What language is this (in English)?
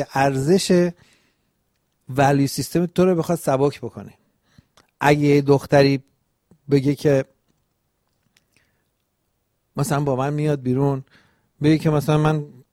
Persian